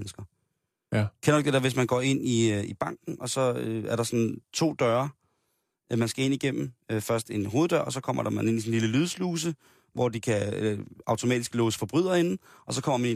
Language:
Danish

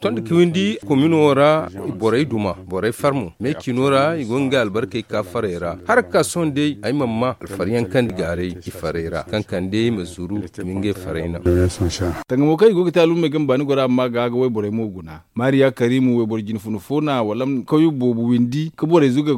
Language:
Zarma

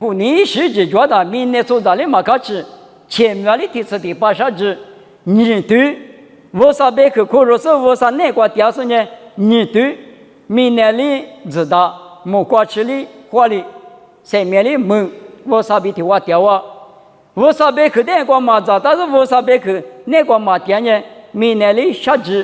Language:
Lisu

